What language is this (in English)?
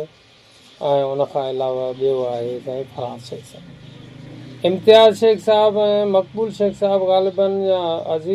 Sindhi